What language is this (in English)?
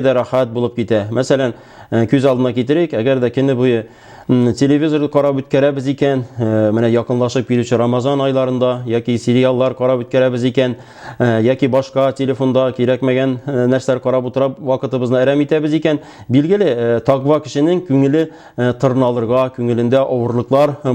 Tatar